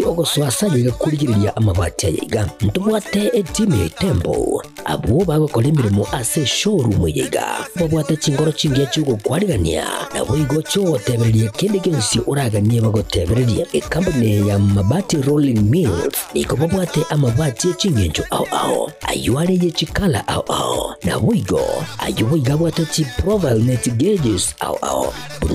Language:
Gusii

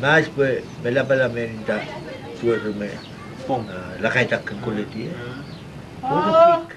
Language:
Marshallese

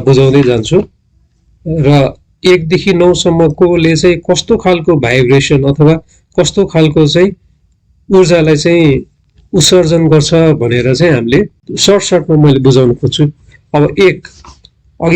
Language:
Nepali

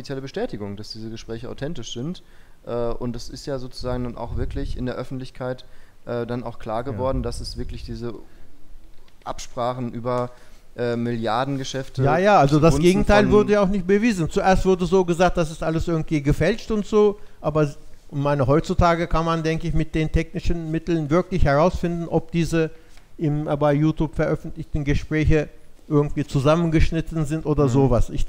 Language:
German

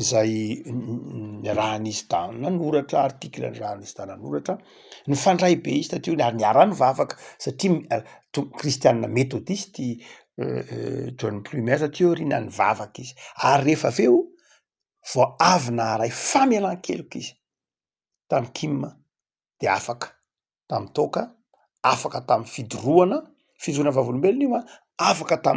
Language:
Malagasy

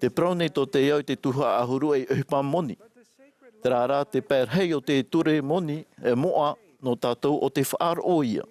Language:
Tahitian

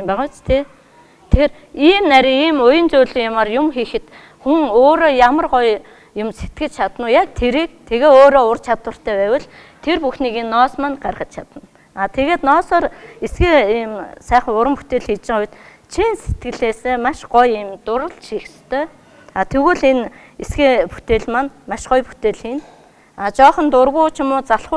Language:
Mongolian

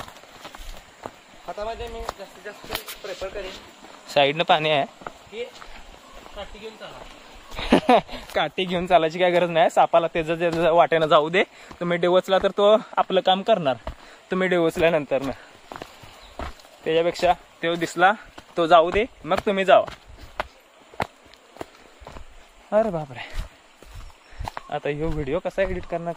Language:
Marathi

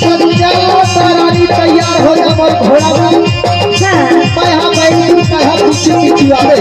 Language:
Chhattisgarhi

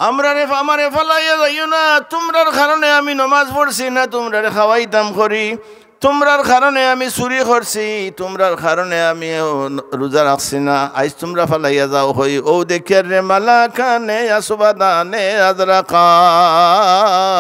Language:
Sylheti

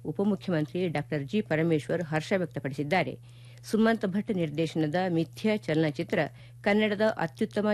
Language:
Kannada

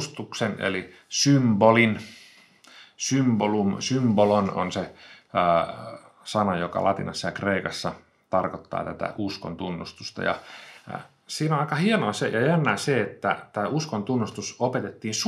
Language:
Finnish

